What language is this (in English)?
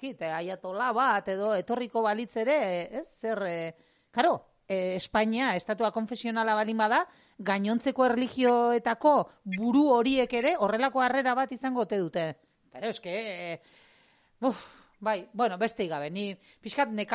Basque